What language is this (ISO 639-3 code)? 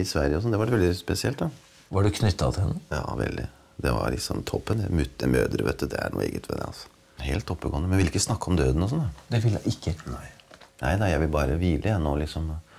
nor